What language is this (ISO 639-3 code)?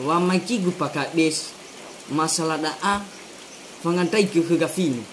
nia